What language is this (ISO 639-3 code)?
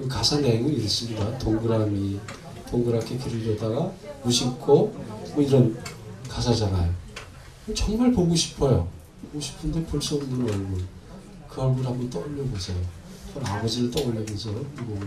kor